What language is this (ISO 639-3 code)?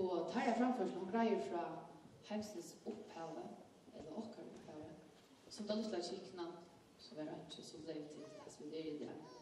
fao